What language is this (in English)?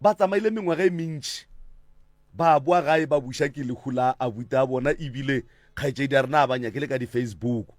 Northern Sotho